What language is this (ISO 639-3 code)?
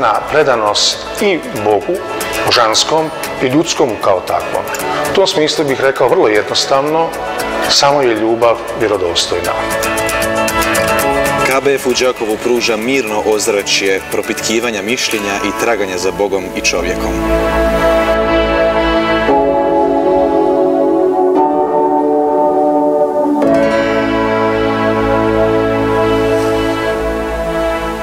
hrv